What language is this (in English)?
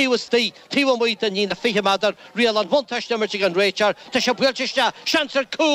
Irish